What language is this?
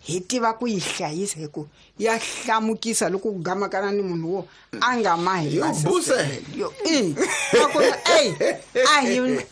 Tsonga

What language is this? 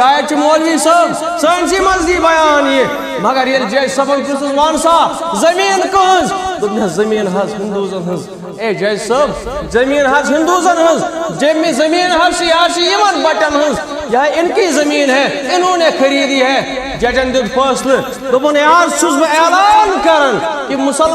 Kashmiri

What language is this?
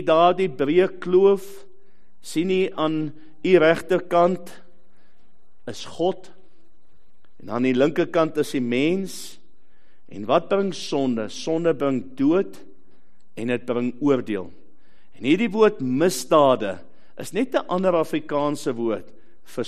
Afrikaans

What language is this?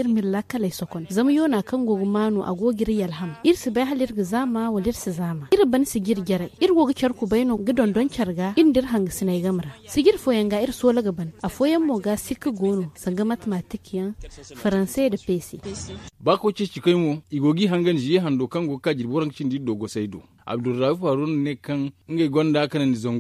Zarma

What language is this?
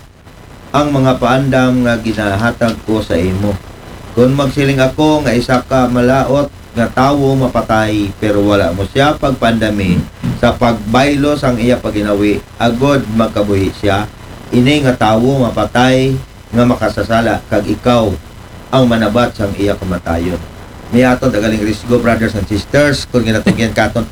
Aklanon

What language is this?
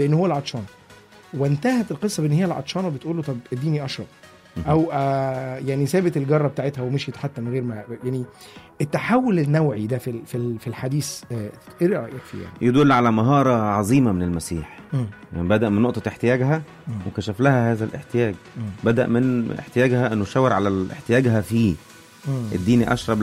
Egyptian Arabic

